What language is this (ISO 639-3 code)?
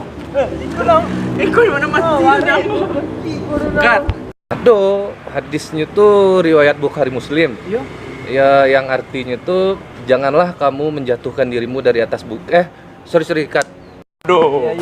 min